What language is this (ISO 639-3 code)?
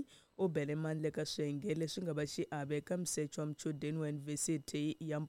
tso